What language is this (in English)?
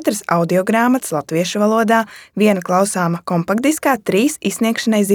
Latvian